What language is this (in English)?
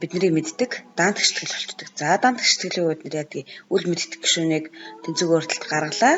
Mongolian